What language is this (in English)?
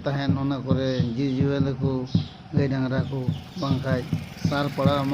Santali